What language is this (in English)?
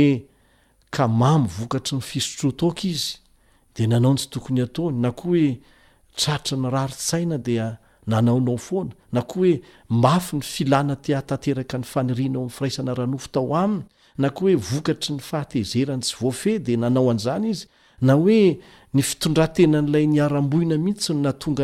Malagasy